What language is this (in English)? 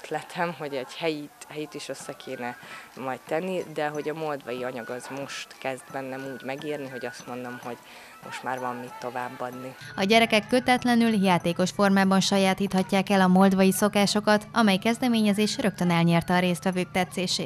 Hungarian